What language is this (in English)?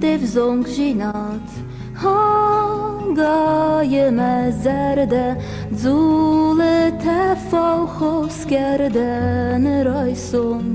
Ossetic